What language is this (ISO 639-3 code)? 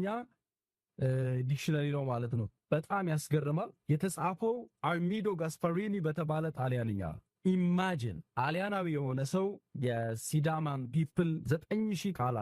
amh